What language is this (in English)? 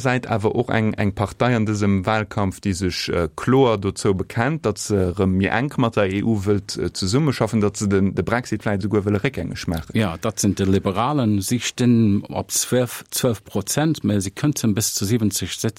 Luxembourgish